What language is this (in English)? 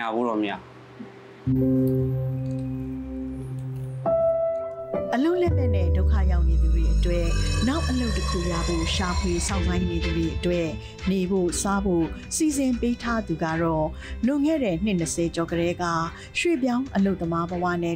Burmese